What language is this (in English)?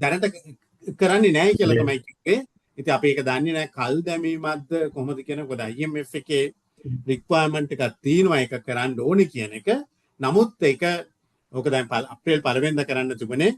Sinhala